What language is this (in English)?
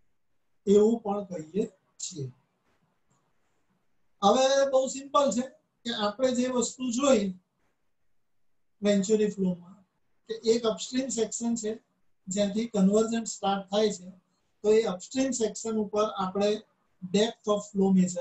Gujarati